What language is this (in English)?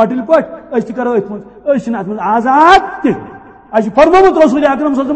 Kashmiri